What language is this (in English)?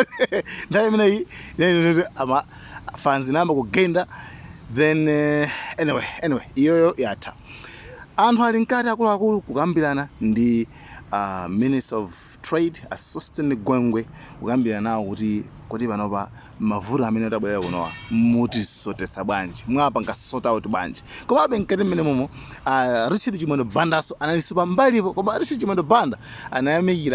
Nyanja